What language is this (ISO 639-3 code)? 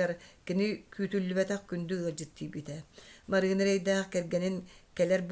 sah